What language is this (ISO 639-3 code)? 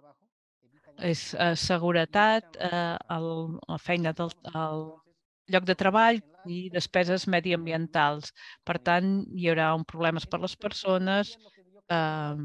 cat